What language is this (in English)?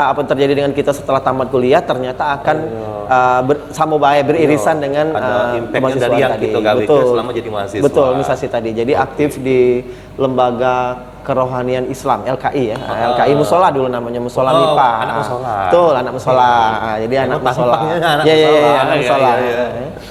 Musi